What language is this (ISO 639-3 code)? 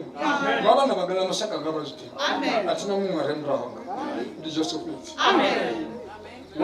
ven